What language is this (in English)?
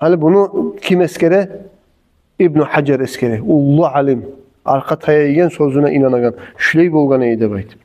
Kumyk